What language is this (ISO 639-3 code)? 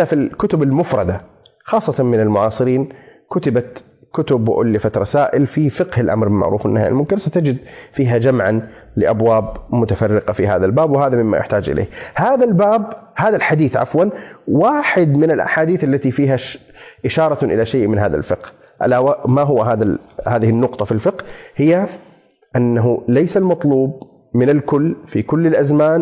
ara